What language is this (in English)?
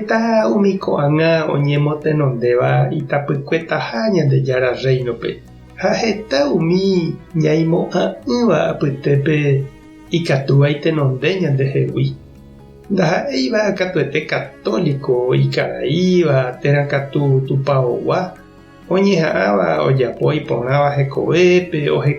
Guarani